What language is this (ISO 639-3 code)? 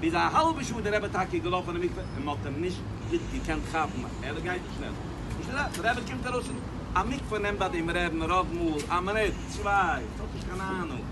yid